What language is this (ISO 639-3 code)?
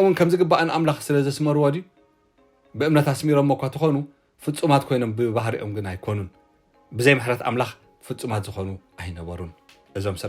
tir